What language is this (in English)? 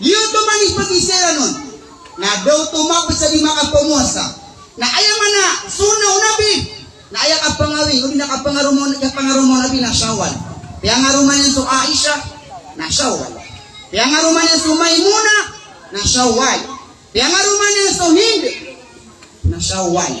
Maranao